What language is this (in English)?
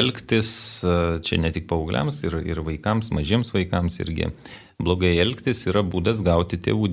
Lithuanian